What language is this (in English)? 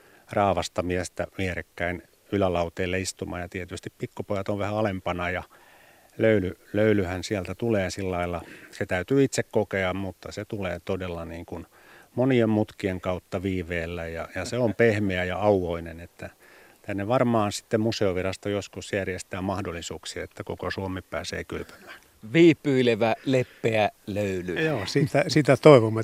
Finnish